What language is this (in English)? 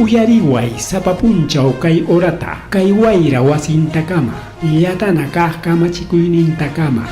Ayacucho Quechua